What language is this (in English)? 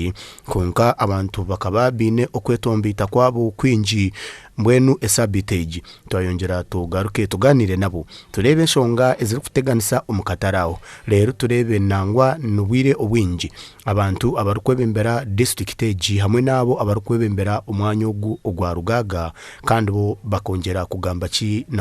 Nyankole